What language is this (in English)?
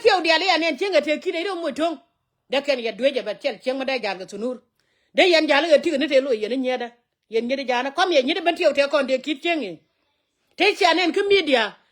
Nuer